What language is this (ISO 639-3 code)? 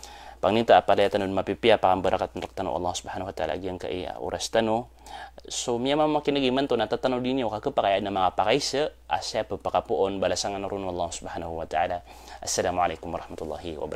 mrw